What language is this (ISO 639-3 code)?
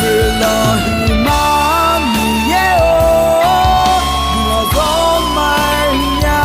ahk